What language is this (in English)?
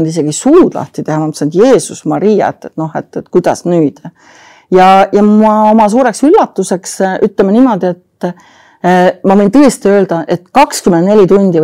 Estonian